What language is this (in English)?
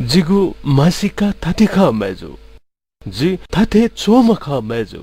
Newari